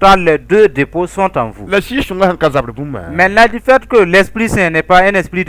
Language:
Mossi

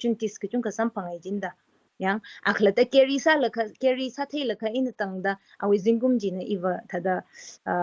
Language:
Tangkhul Naga (India)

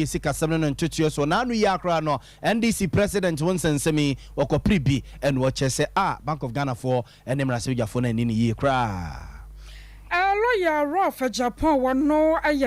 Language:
Akan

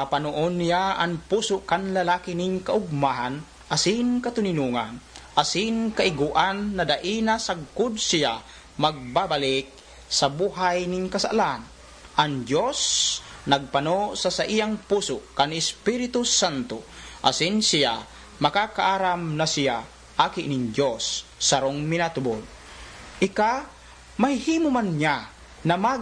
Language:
Bikol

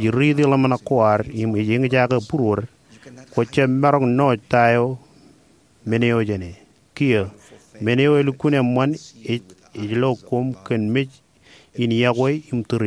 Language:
Marshallese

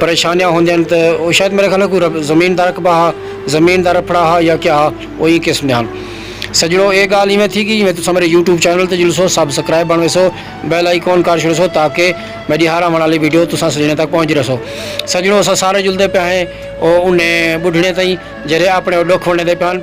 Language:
Saraiki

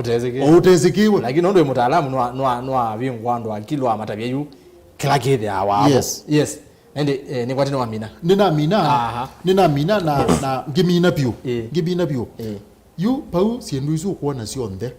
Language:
Kamba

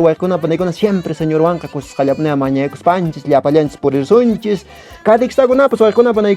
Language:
Quechua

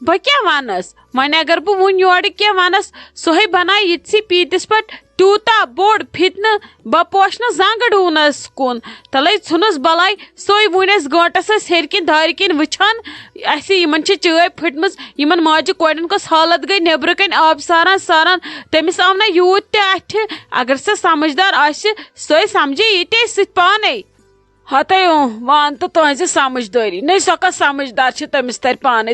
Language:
Kashmiri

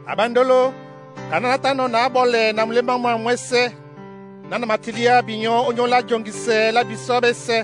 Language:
Duala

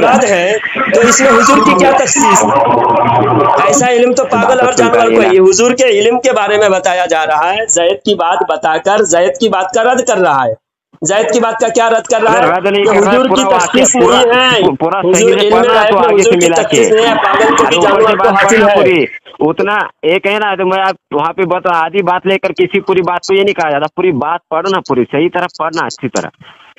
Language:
Urdu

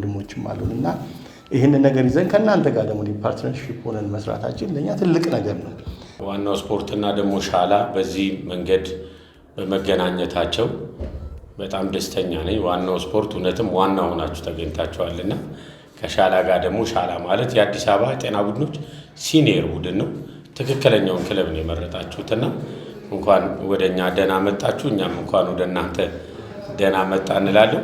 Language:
Amharic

